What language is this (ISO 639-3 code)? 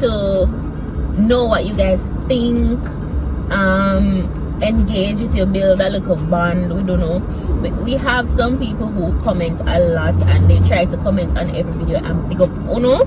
jam